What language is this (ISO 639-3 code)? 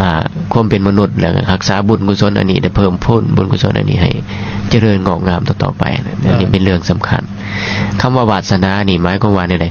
lao